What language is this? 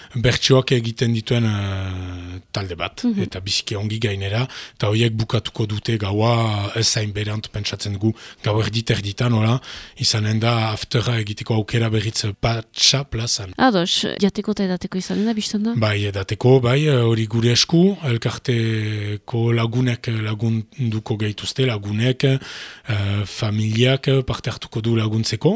Basque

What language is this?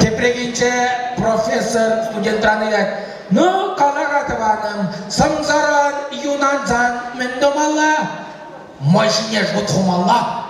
Chuvash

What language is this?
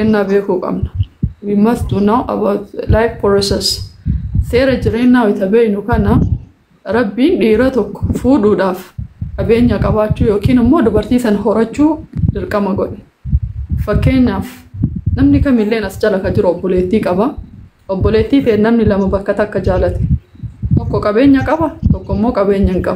Oromo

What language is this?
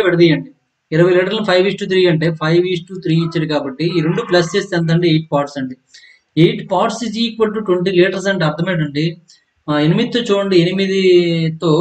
Telugu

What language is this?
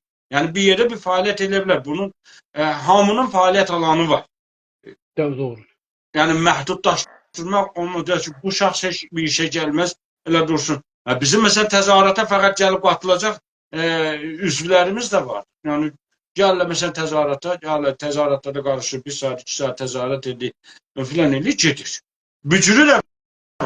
South Azerbaijani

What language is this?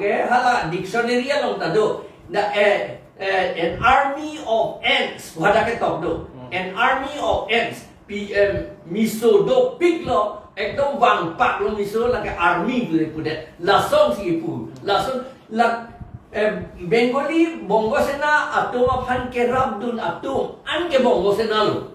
Karbi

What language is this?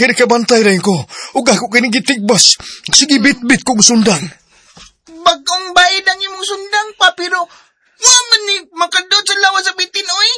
Cebuano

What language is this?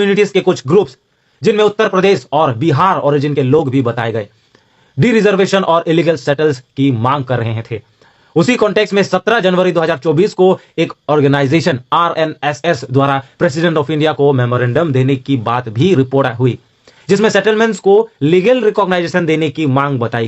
Karbi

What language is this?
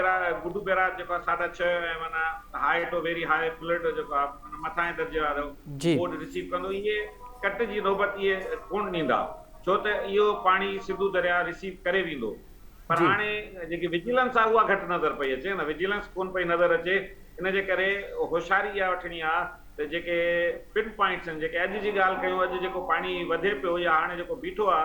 Sindhi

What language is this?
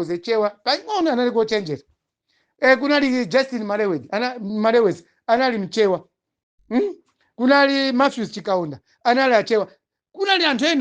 Nyanja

